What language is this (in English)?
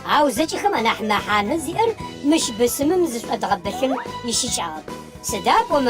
Adyghe